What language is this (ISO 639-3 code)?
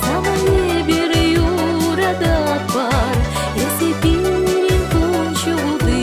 chv